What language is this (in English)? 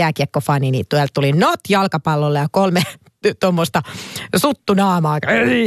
Finnish